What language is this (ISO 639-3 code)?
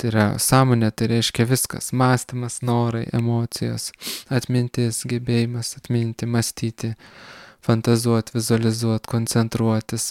lit